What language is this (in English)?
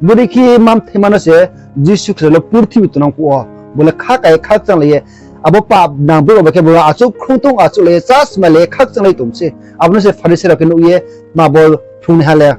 Riang (India)